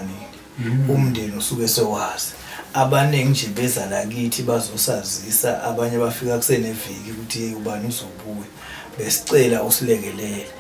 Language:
Zulu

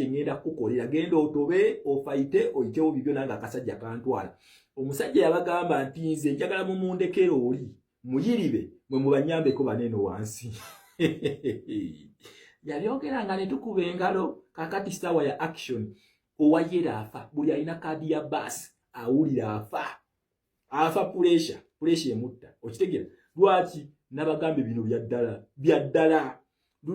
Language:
Ganda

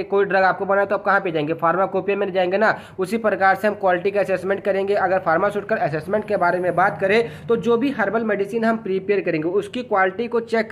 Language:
Hindi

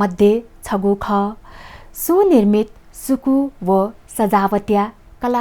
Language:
Newari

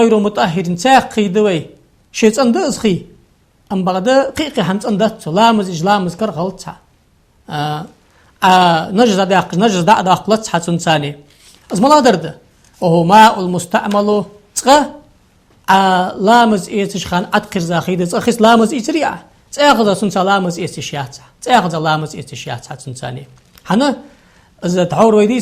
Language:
Ingush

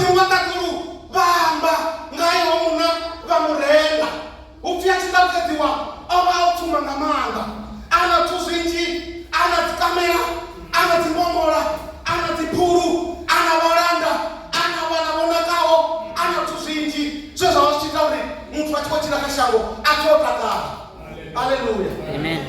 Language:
Venda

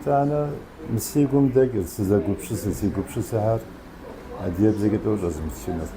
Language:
Kabardian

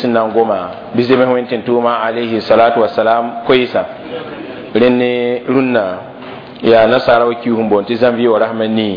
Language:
Mossi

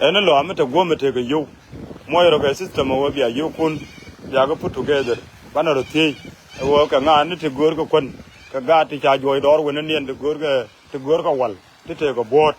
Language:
Nuer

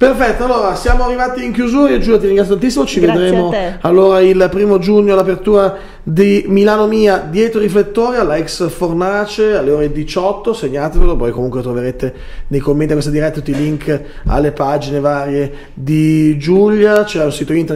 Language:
Italian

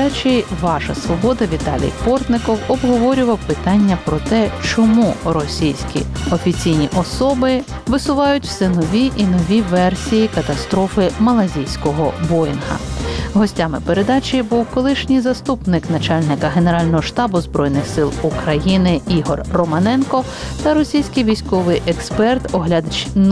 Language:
Ukrainian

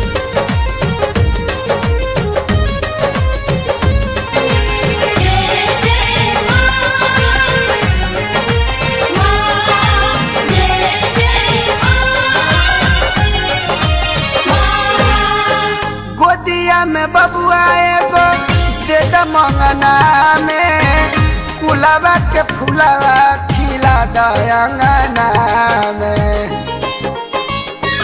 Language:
Bhojpuri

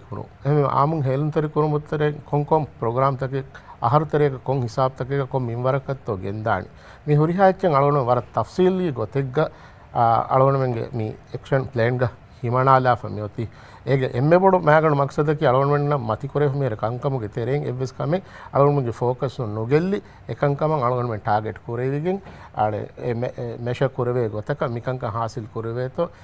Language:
Divehi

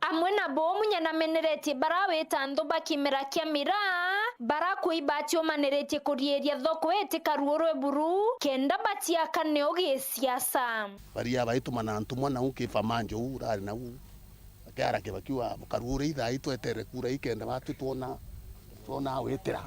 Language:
Meru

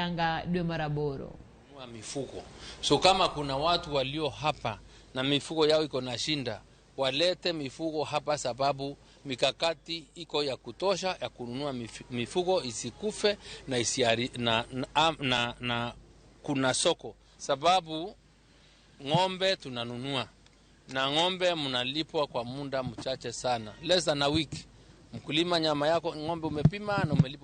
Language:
Luo (Kenya and Tanzania)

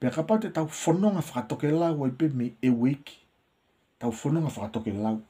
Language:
Tongan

